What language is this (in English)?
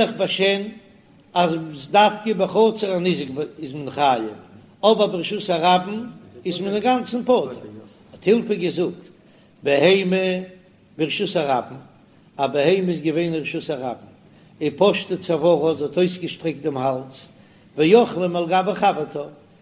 Yiddish